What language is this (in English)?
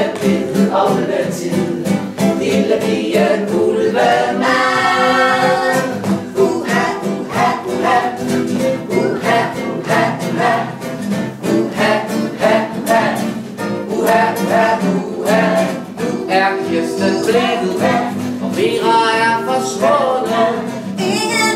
Danish